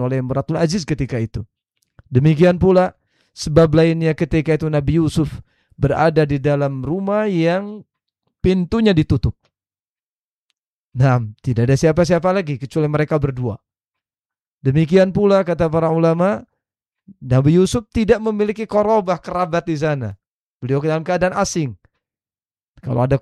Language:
Indonesian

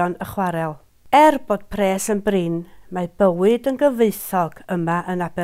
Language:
Welsh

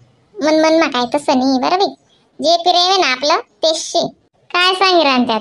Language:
Khandesi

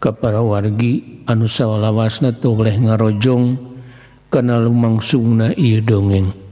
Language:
Sundanese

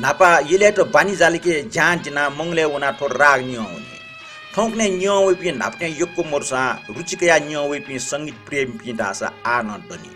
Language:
Newari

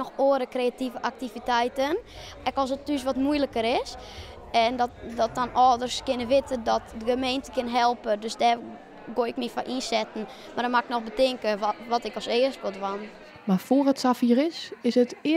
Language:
Western Frisian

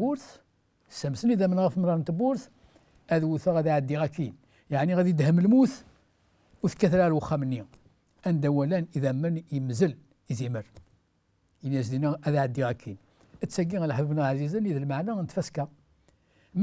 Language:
Kabyle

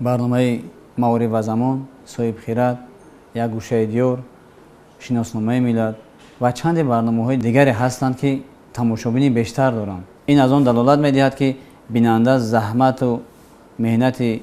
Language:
Tajik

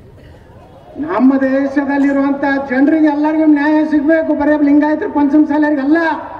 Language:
Kannada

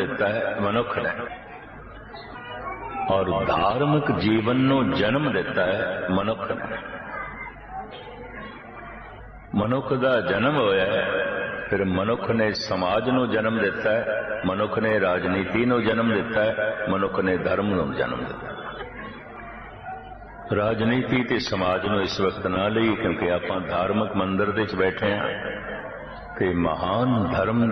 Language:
Punjabi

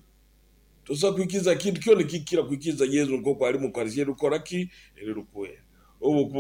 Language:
Nyoro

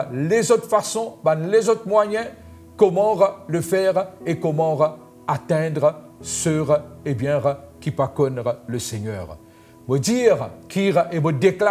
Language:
Morisyen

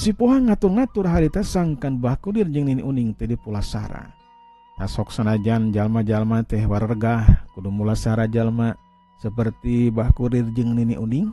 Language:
Sundanese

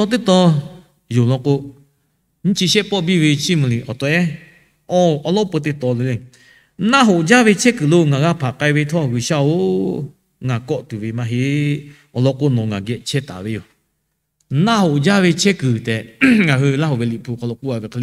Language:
Lahu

